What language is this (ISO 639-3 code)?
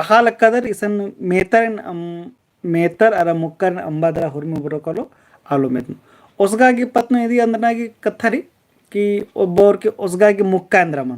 kru